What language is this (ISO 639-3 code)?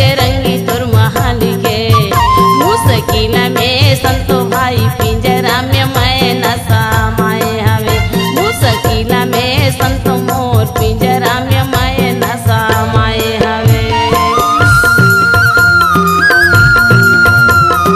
hne